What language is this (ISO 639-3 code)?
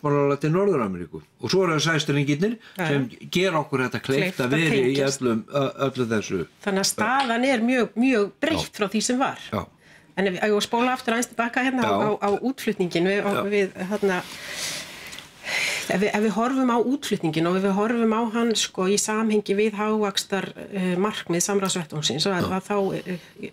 isl